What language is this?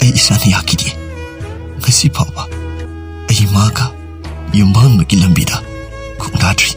Manipuri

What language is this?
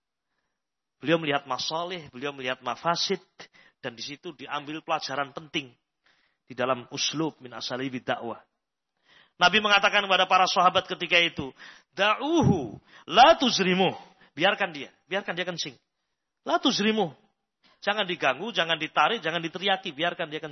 Indonesian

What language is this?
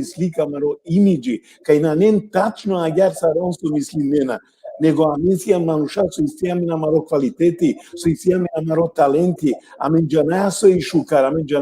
Balkan Romani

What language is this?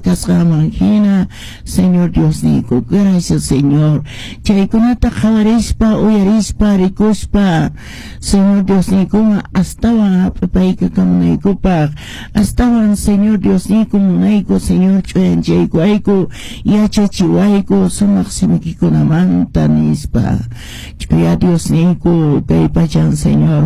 Quechua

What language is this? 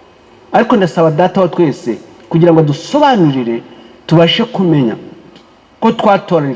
Kinyarwanda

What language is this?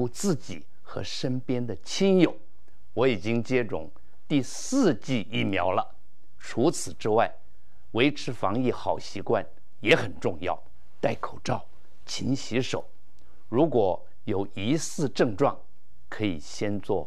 Chinese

